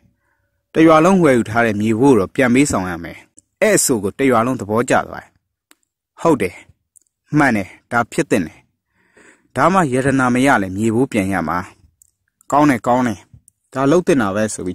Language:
Burmese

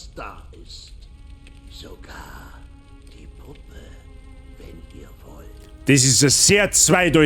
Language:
Bavarian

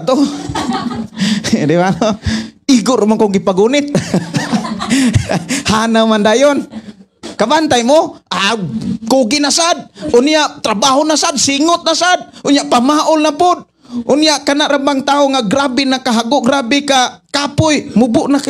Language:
Cebuano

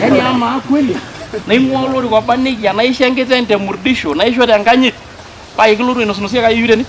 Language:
Masai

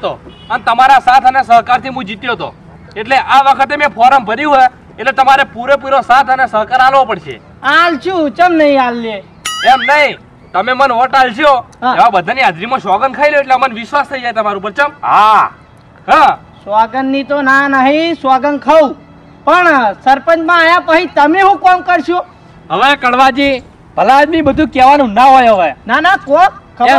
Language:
Gujarati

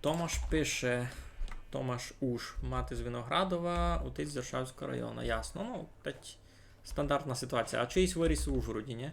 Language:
Rusyn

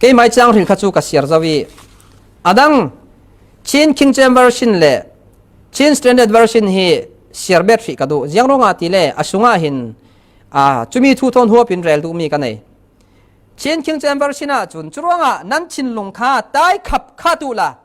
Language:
Falam Chin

